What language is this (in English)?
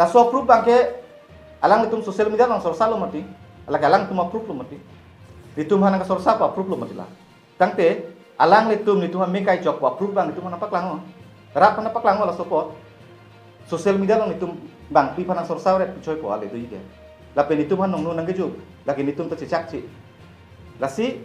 Karbi